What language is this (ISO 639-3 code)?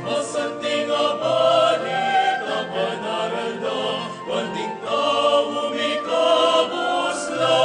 pam